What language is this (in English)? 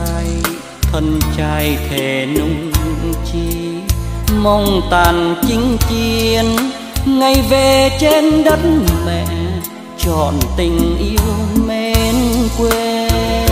Vietnamese